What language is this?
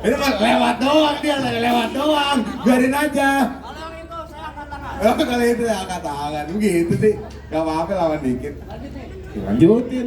Betawi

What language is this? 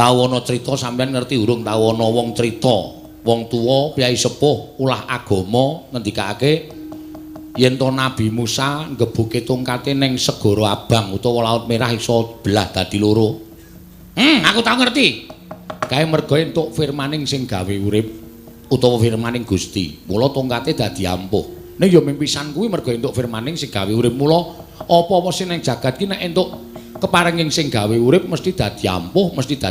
Javanese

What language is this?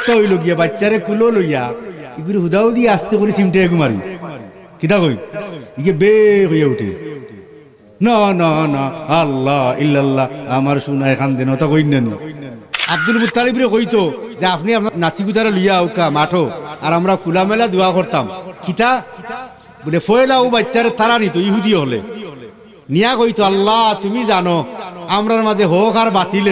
Sylheti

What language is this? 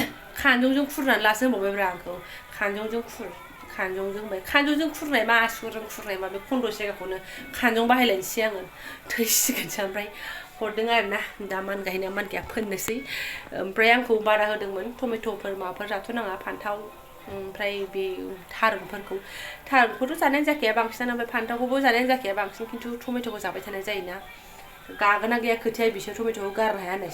Bodo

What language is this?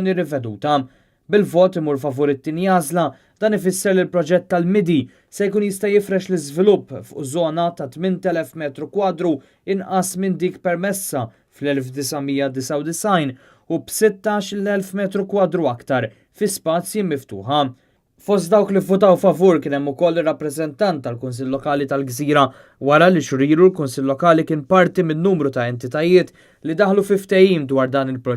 Maltese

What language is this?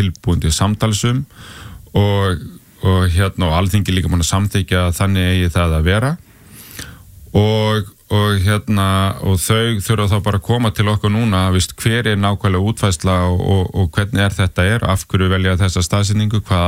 Icelandic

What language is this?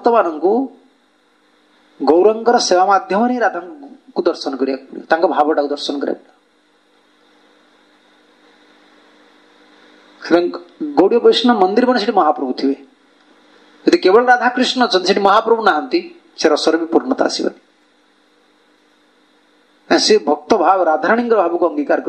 Odia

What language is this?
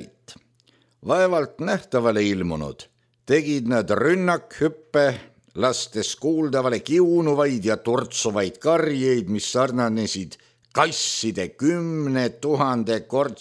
Estonian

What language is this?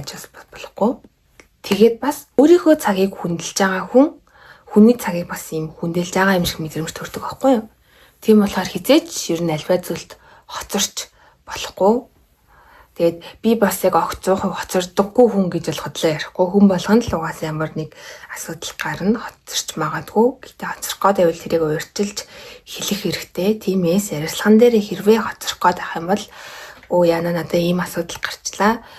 Mongolian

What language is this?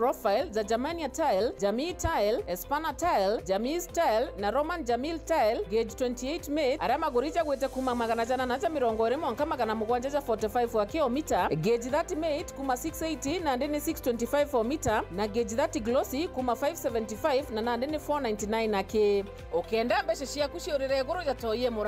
Meru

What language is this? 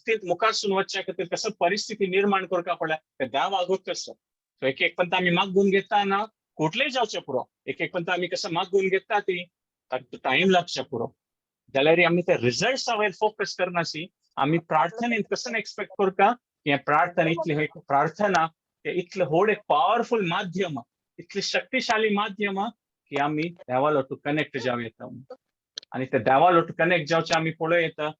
Konkani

